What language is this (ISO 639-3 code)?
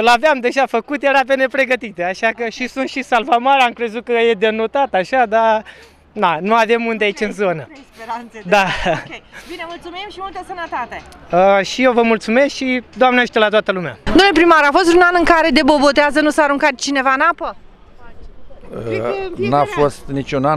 ron